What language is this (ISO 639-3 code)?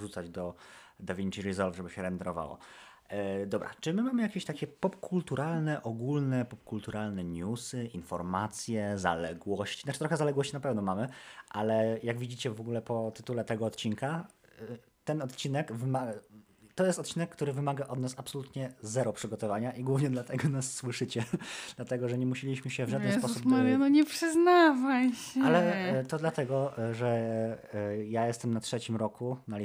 pol